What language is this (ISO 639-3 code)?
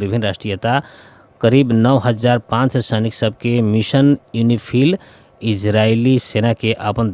bho